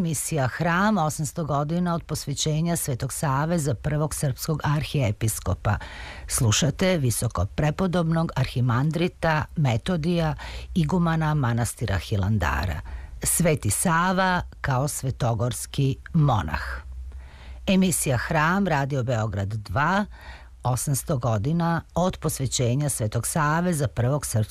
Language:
Serbian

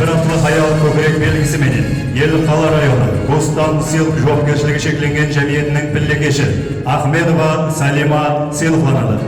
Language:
Kara-Kalpak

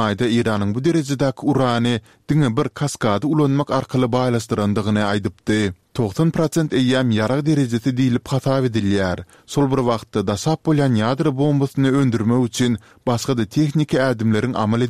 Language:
Turkmen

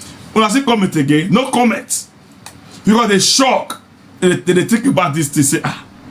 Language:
Nigerian Pidgin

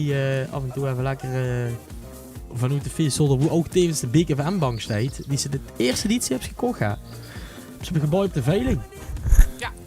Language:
Limburgish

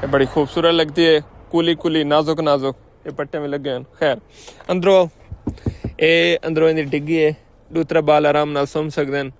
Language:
Saraiki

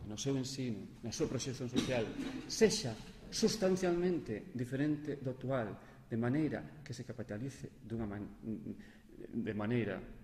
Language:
Galician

